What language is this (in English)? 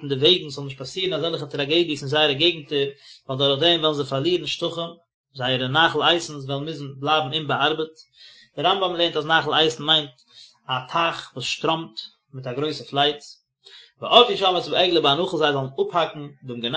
Yiddish